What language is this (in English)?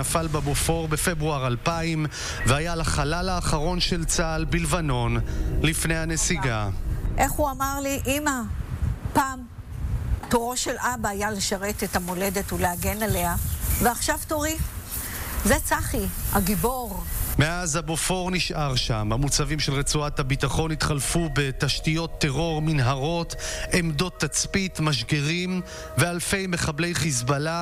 Hebrew